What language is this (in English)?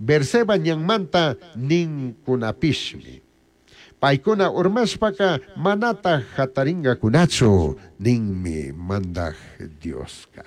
Chimborazo Highland Quichua